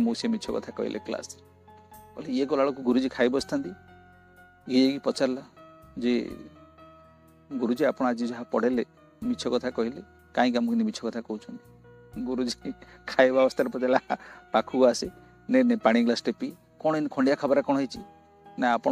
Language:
Odia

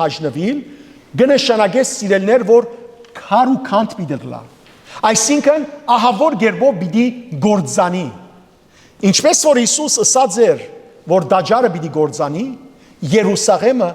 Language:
Western Armenian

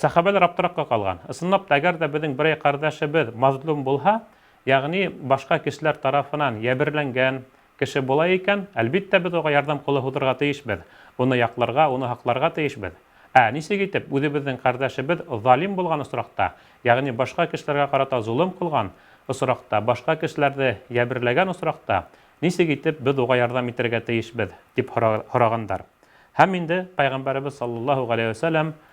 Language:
Bashkir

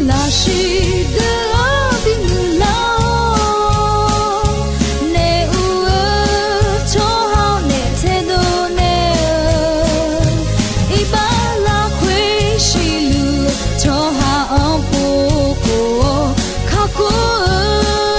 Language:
Akha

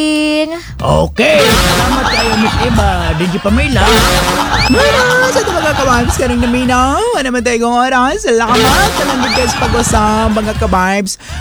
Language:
Cebuano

